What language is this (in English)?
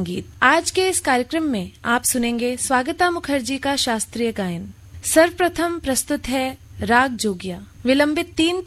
Hindi